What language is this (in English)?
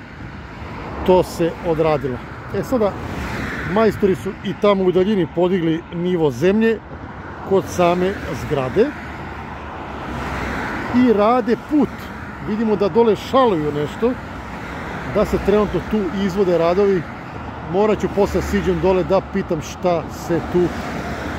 Serbian